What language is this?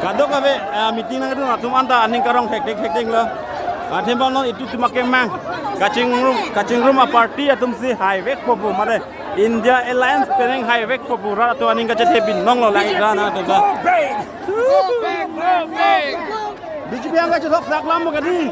Karbi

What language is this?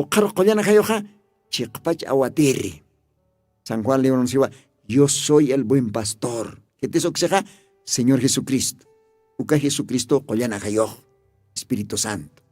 Aymara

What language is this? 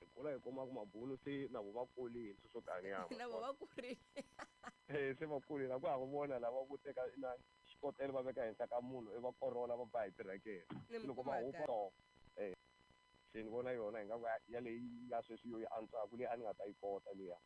Tsonga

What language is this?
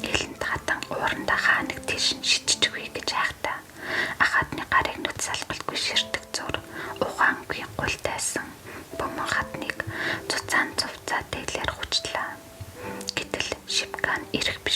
Mongolian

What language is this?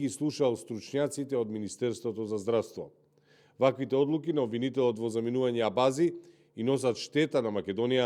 Macedonian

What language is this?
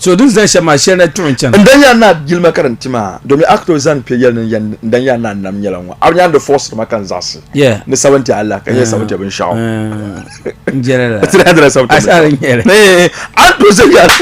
Dagbani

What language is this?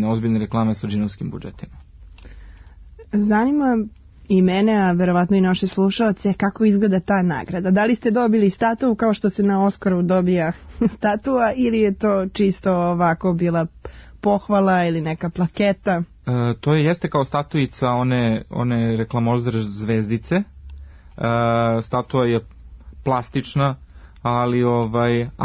Serbian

